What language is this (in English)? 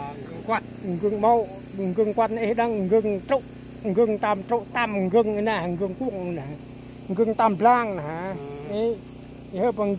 Central Mnong